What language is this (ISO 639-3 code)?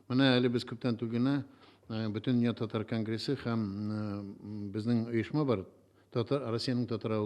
tat